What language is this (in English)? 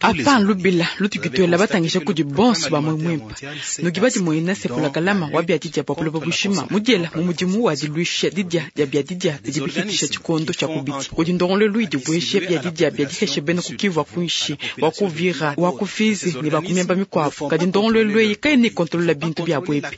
Luba-Lulua